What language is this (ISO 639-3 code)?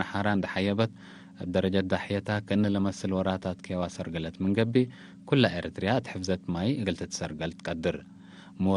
tig